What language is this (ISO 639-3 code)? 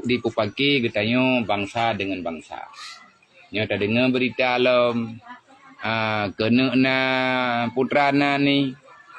ace